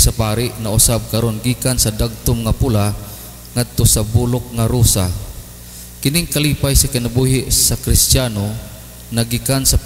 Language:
Cebuano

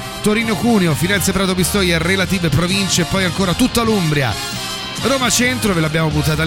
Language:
Italian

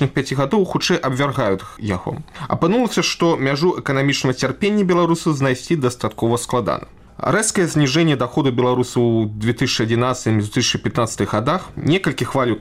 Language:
Belarusian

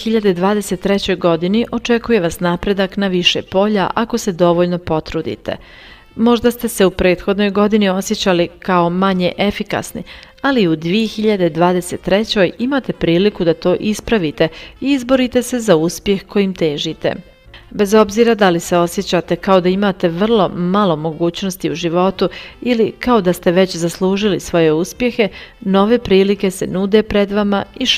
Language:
Bosnian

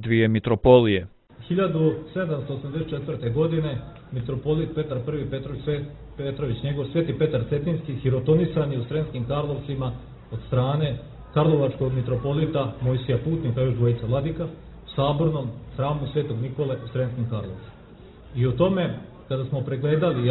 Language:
Serbian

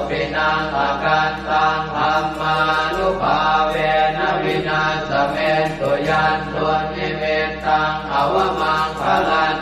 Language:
Pali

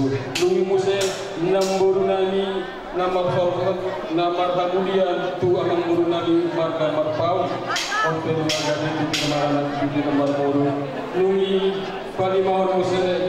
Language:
Batak Toba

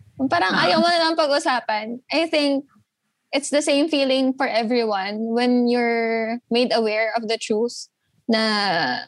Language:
Filipino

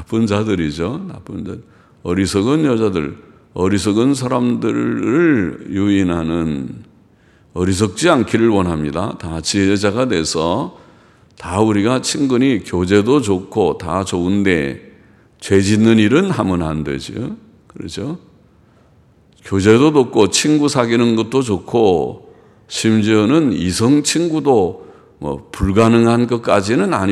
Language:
Korean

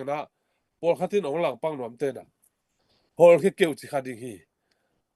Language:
Tedim Chin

